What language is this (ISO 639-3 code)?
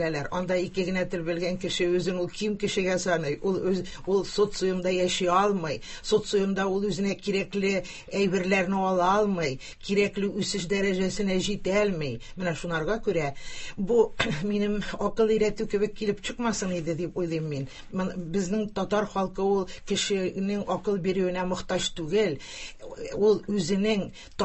tat